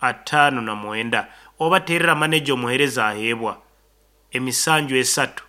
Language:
Nyankole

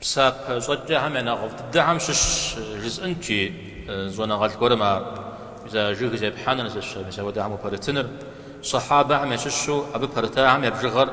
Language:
Kabardian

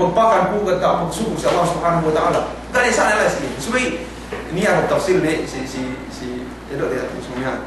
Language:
Yakan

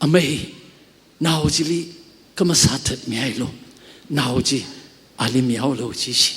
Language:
Tangkhul Naga (India)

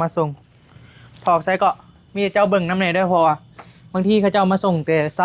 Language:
Northeastern Thai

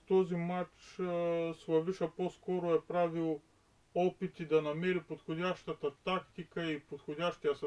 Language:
Bulgarian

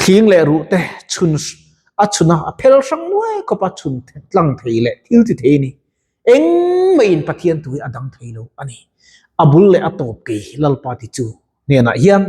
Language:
Mizo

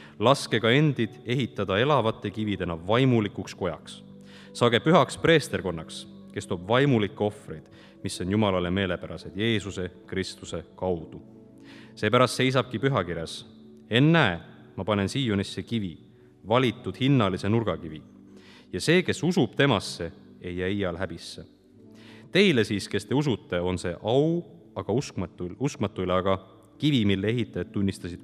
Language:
Estonian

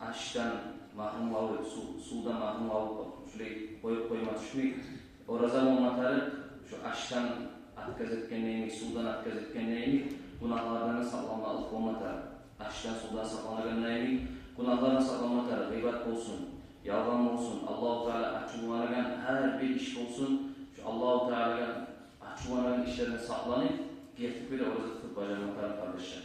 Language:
Kumyk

